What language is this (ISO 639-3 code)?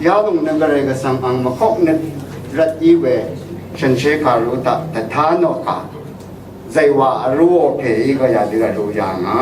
raw